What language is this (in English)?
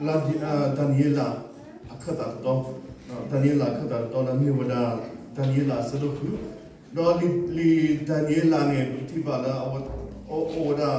S'gaw Karen